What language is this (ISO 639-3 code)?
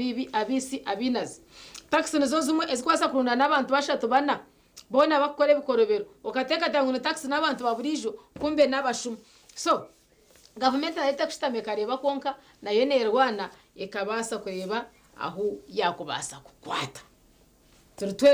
nyn